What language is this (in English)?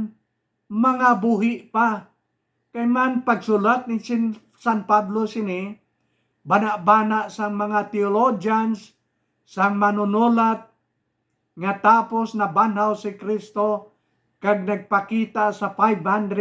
Hiligaynon